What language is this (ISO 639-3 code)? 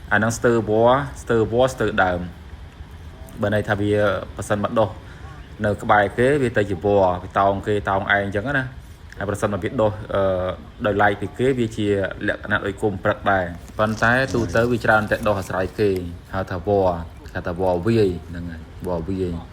khm